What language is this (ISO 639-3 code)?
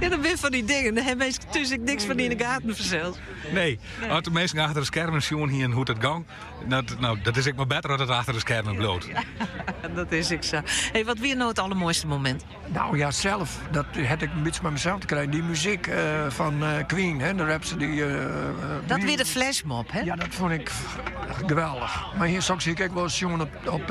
fry